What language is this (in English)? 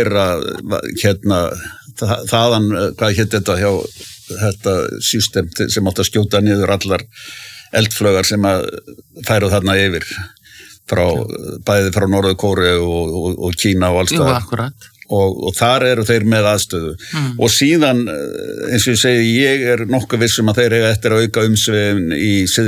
Icelandic